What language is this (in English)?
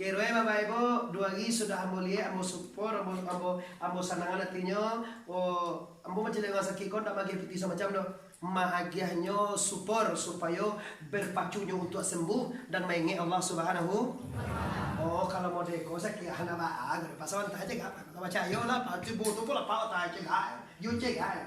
Minangkabau